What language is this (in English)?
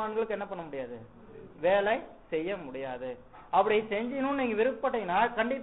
Tamil